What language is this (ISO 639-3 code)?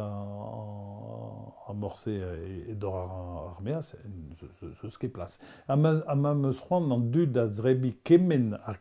bre